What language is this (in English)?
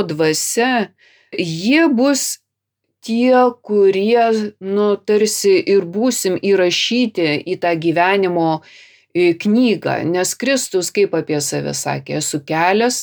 Lithuanian